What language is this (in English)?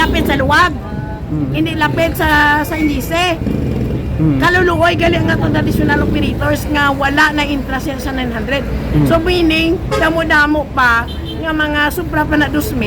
Hiligaynon